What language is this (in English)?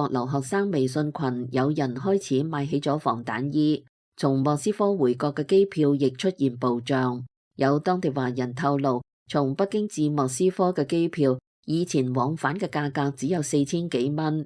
Cantonese